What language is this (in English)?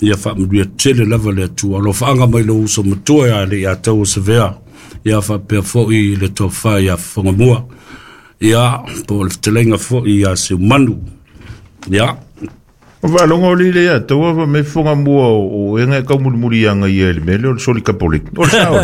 Samoan